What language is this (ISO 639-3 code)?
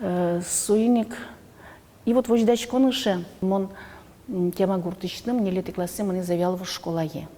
udm